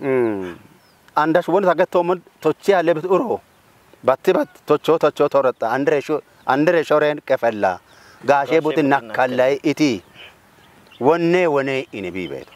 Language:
Kafa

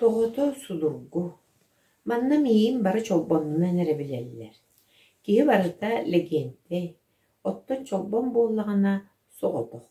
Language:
Yakut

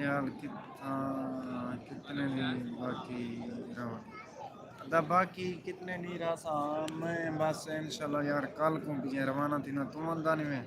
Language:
Saraiki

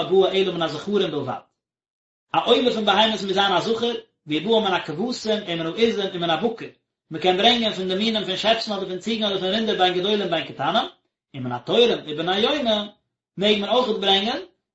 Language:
Yiddish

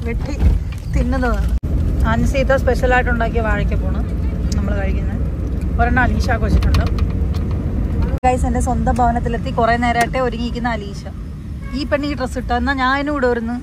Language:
Malayalam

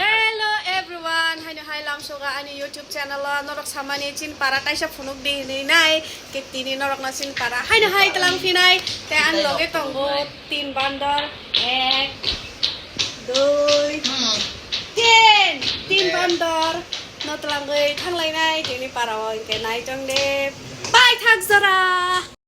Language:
Kok Borok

